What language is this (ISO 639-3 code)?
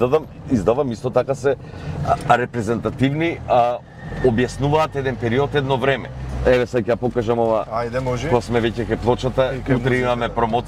mkd